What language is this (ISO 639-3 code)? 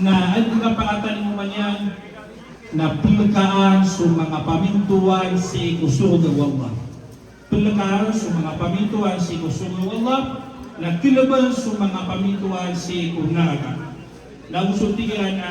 mrw